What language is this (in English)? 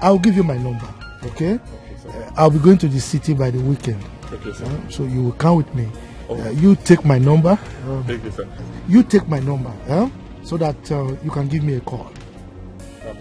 Nigerian Pidgin